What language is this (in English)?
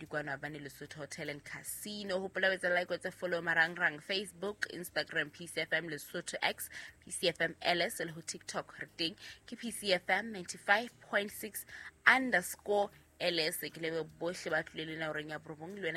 Southern Sotho